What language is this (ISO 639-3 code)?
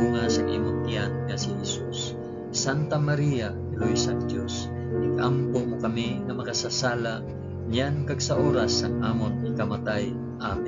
hil